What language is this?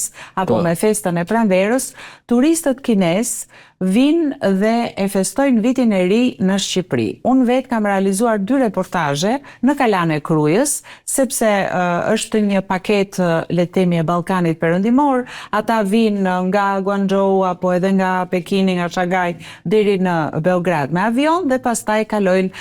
Albanian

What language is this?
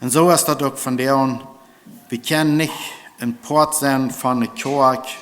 Plautdietsch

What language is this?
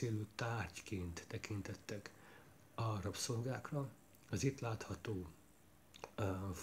Hungarian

